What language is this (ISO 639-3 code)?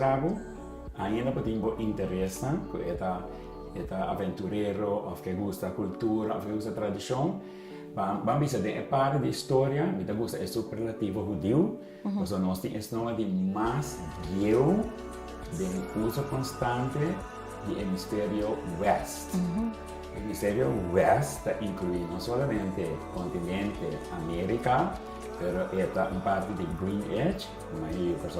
pap